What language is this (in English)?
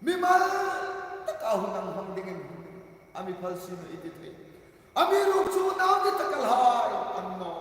Hmar